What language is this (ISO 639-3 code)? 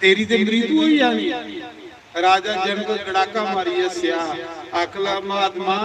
doi